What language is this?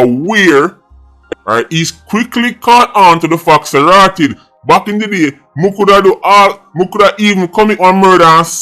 Jamaican Creole English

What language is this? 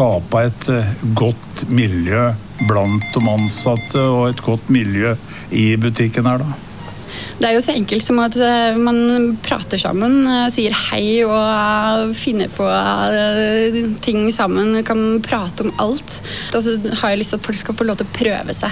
Norwegian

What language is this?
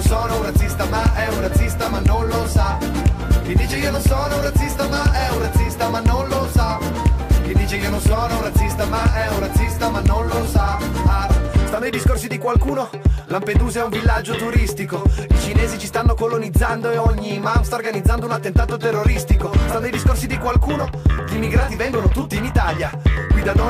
Italian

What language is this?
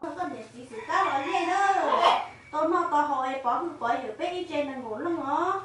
Hmong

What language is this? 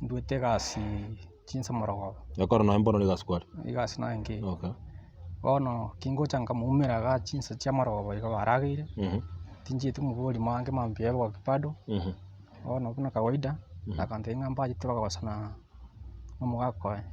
Gusii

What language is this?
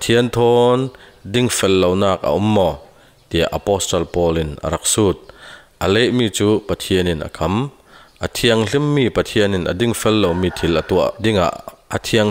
Falam Chin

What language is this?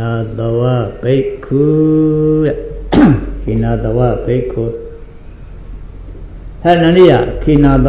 Burmese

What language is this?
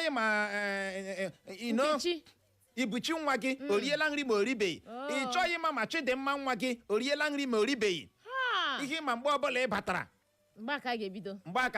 Igbo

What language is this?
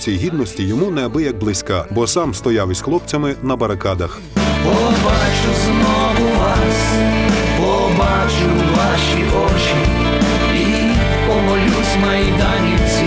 Ukrainian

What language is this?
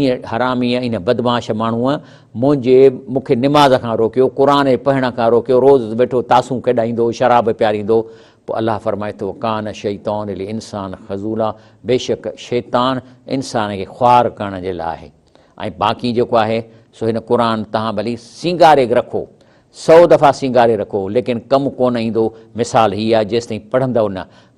Sindhi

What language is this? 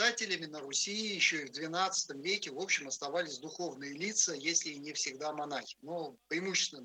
Russian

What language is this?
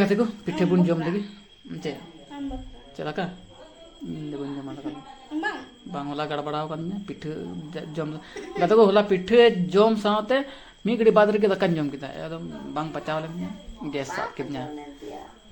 Santali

